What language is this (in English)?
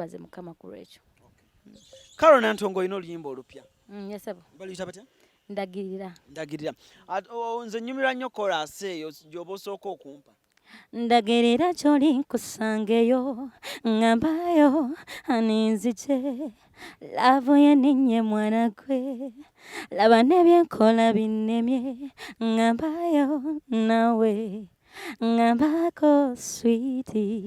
Ganda